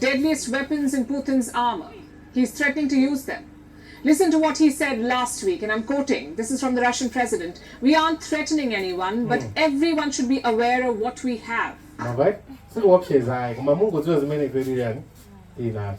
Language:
Nyanja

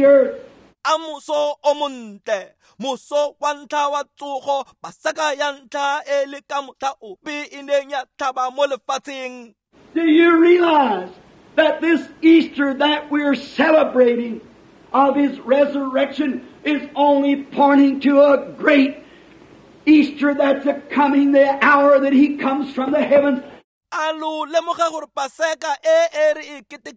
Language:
Tswana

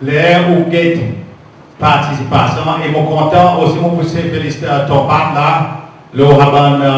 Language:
Seselwa Creole French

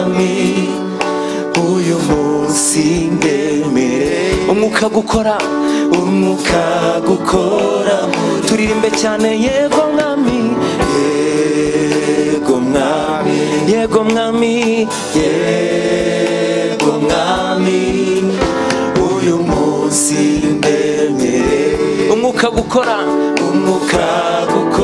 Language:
Kinyarwanda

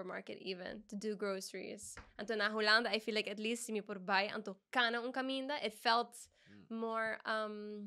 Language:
Papiamento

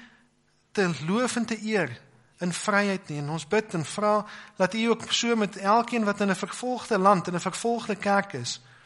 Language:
Afrikaans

